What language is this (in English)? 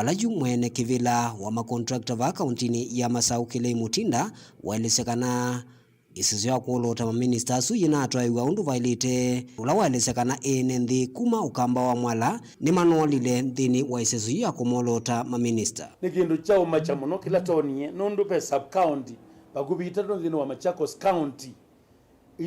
Kamba